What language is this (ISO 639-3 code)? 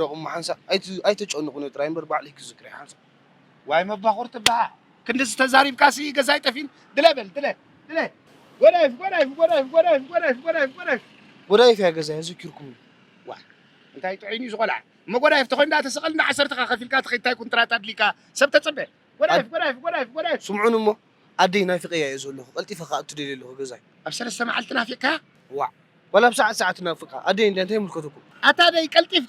tir